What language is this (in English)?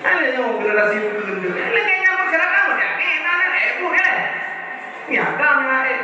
Achinese